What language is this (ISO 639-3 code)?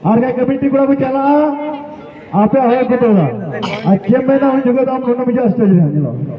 sat